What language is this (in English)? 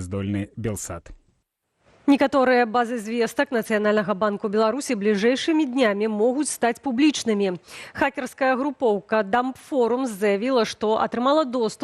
Belarusian